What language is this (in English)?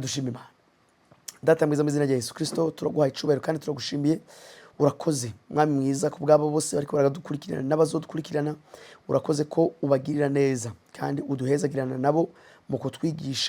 Rundi